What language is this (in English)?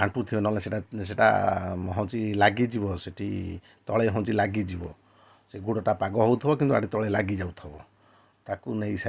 Odia